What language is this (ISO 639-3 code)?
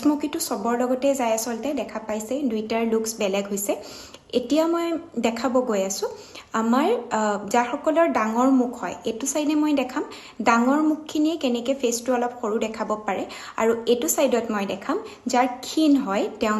asm